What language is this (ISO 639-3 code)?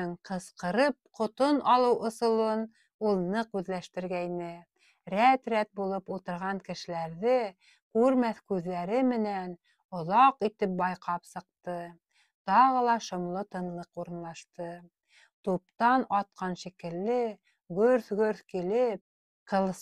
bak